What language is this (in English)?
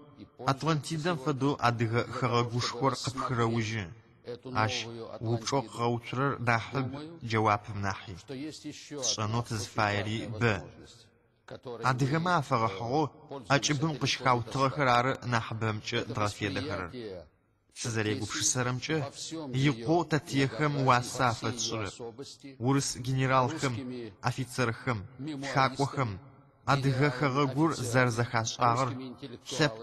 Adyghe